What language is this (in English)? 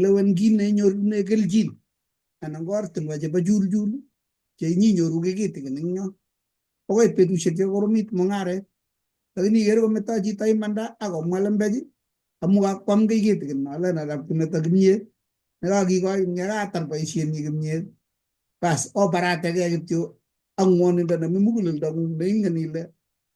Kalenjin